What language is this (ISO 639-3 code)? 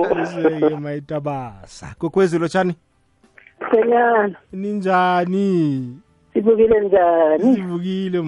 nbl